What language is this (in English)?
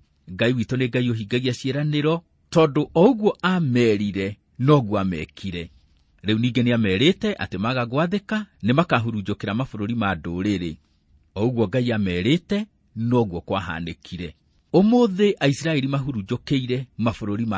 Kikuyu